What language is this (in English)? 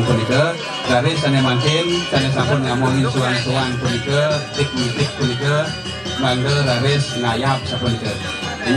Balinese